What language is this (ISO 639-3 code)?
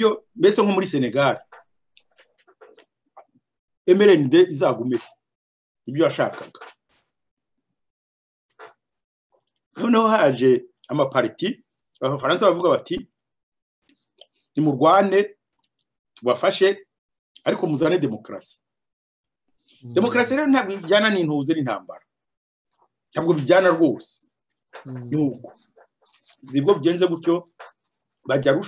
kin